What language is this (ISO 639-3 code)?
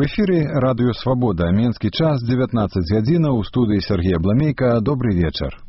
bel